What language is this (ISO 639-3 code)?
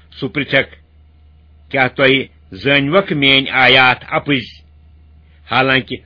kas